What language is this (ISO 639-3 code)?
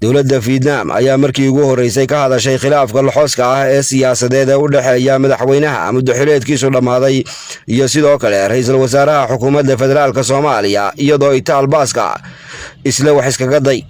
som